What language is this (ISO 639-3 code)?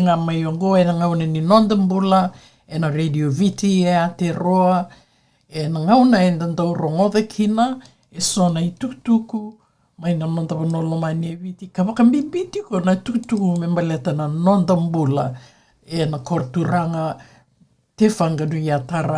fij